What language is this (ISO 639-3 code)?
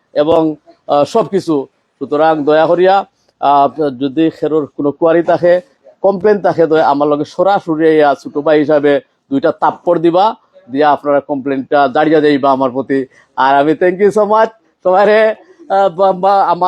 syl